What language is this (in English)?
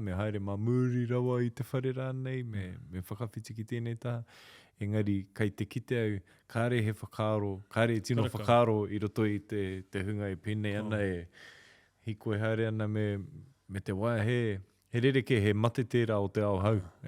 Māori